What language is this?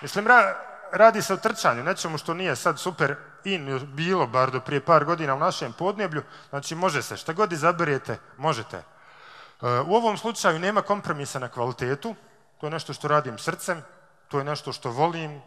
Bosnian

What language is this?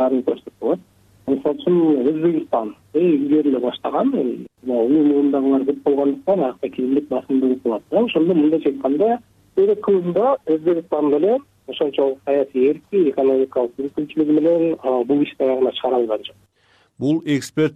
Kyrgyz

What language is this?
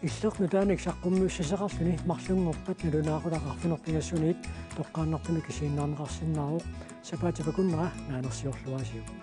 Kalaallisut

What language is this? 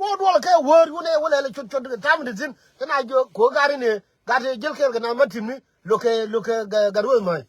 Nuer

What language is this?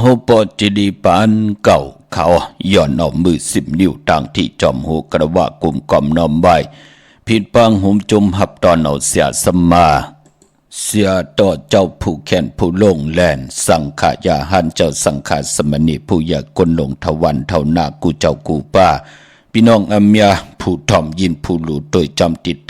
Shan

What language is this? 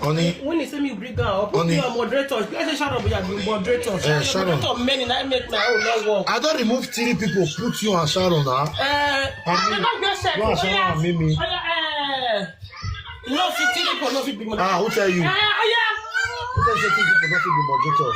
Nigerian Pidgin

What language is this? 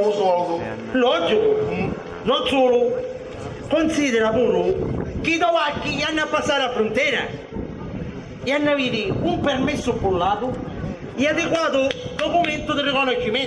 Sicilian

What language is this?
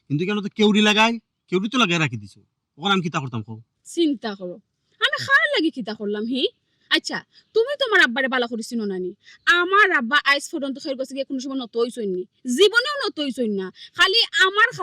Sylheti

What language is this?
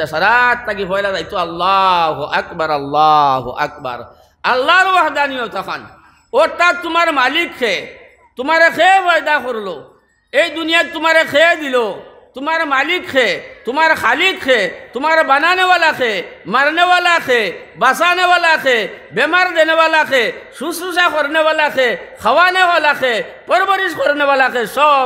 Sylheti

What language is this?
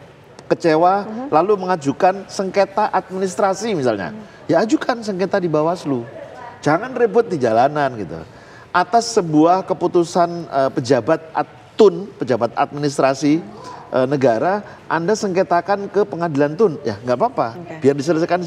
Indonesian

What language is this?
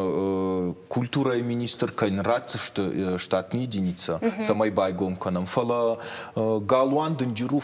Ossetic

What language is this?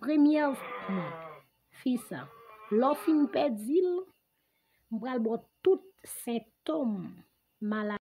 Haitian Creole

